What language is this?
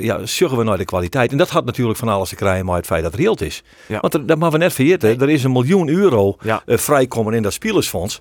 Western Frisian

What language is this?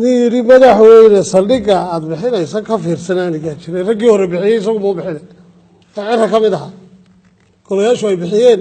Somali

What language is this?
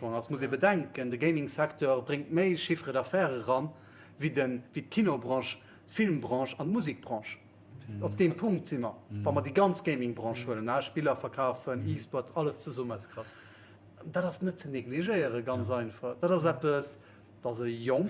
Luxembourgish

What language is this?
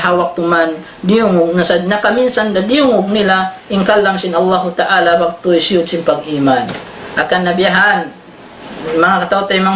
Tausug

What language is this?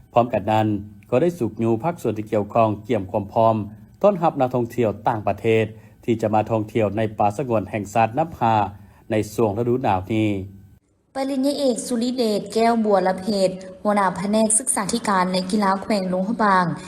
Lao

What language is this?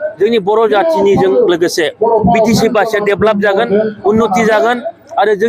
Bodo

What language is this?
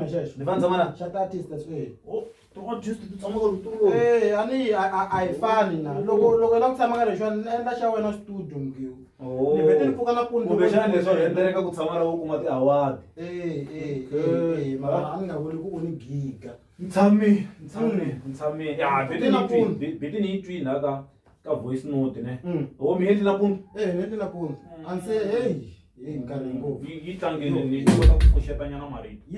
Tsonga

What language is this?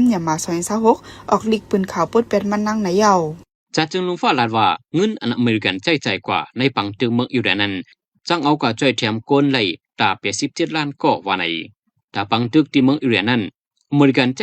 Shan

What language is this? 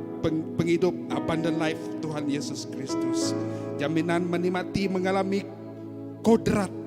Iban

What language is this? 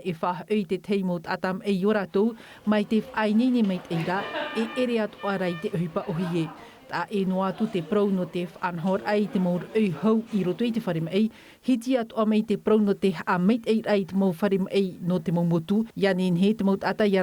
Tahitian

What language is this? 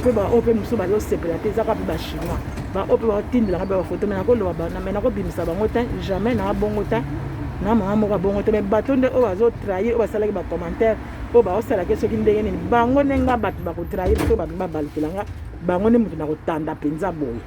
Lingala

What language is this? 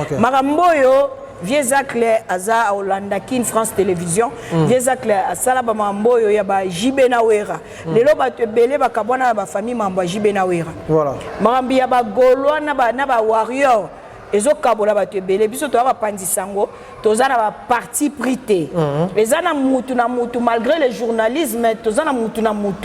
Lingala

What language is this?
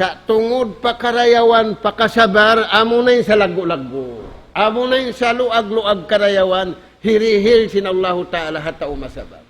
Tausug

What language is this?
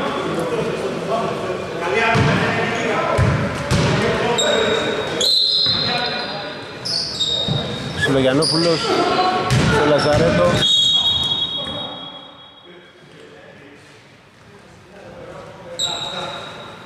Greek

